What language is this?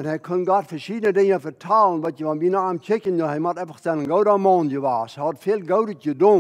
Plautdietsch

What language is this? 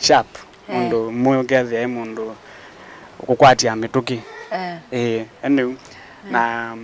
Kamba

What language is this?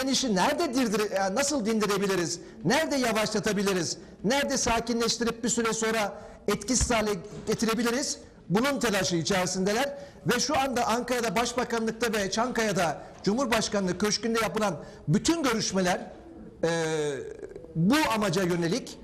Turkish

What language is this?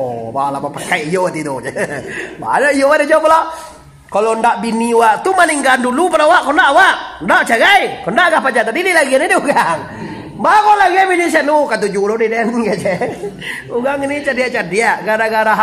Minangkabau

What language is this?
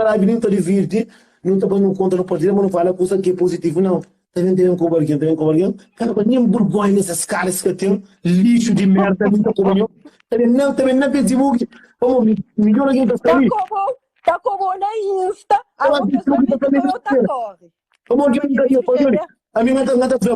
Kabuverdianu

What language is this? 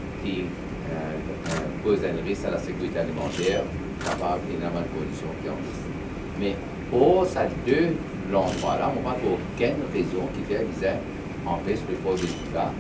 Morisyen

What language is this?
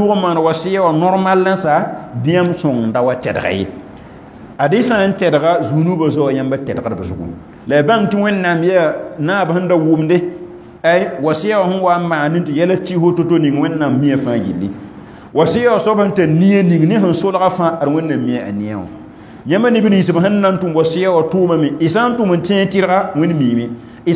Mossi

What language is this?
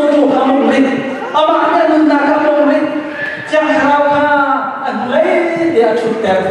Hakha Chin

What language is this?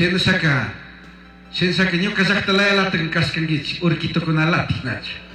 Chimborazo Highland Quichua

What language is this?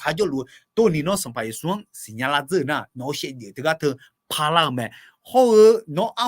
Akha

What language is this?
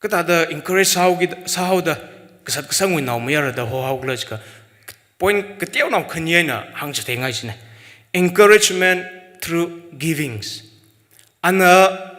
Tangkhul Naga (India)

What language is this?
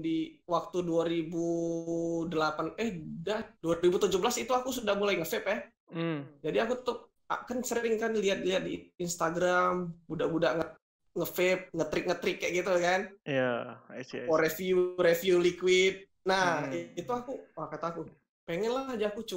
Musi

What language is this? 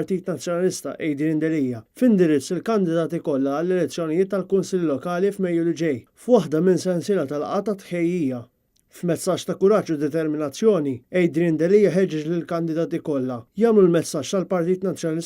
Maltese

